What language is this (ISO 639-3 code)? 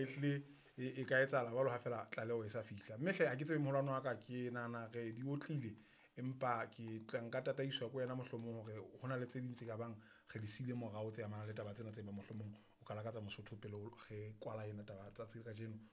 sot